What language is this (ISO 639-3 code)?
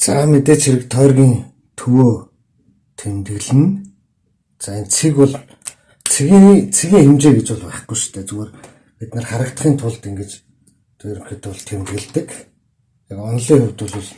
mon